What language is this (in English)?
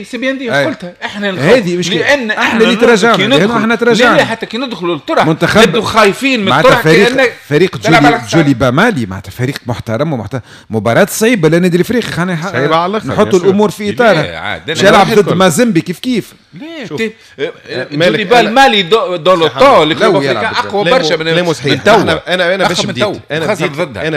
Tunisian Arabic